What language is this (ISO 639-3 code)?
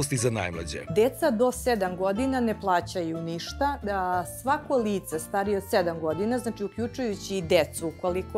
srp